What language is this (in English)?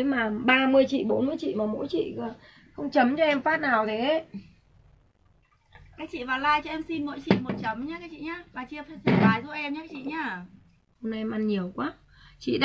Vietnamese